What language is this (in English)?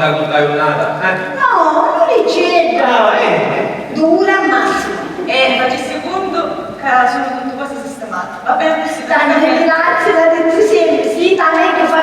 Sicilian